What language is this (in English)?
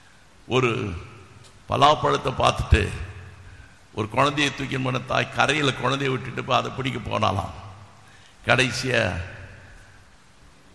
Tamil